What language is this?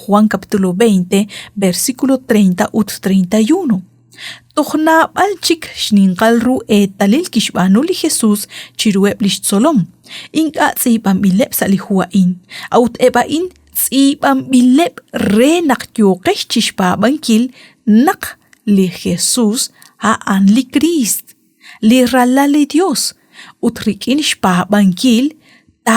Kekchí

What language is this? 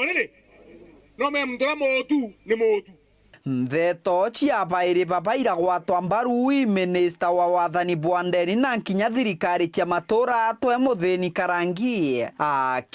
Meru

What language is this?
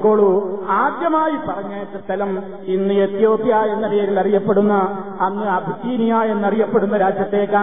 Malayalam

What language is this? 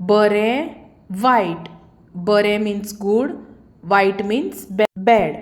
Konkani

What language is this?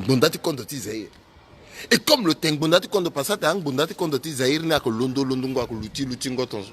Sango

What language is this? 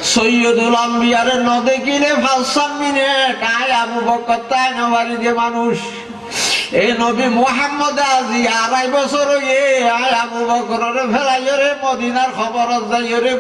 Rohingya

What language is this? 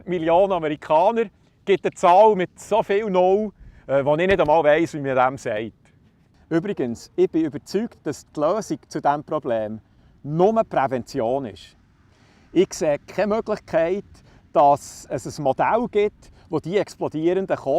Swiss German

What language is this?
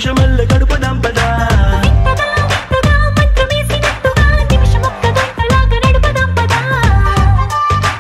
Telugu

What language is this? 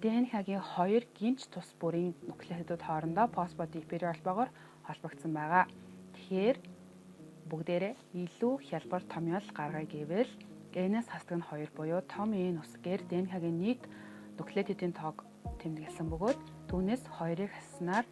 Mongolian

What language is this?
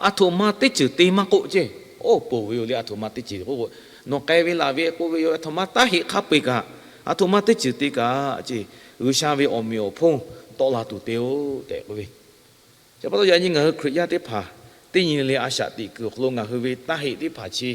Lahu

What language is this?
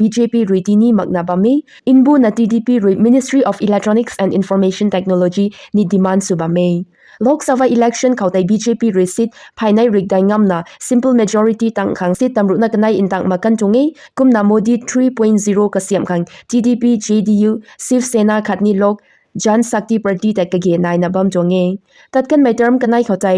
Rongmei Naga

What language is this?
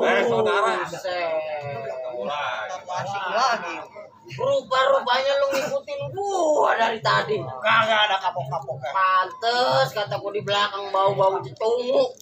Betawi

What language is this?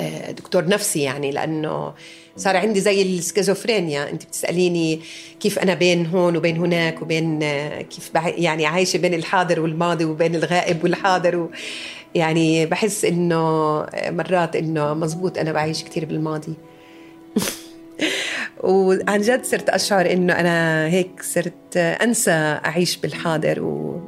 North Levantine Arabic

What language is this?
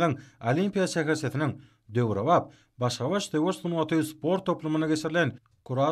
Turkmen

